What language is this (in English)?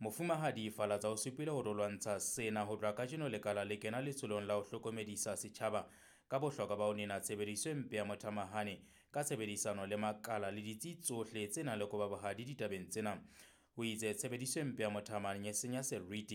Southern Sotho